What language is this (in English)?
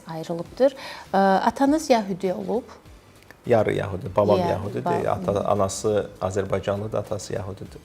Azerbaijani